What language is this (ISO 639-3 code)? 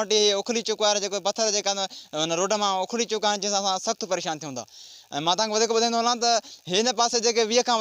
snd